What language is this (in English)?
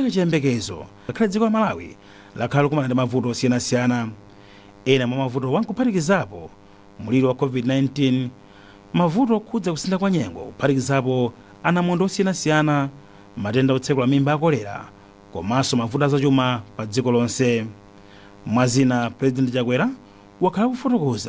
Nyanja